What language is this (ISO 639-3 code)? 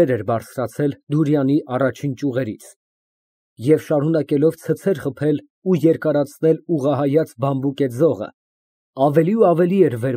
hye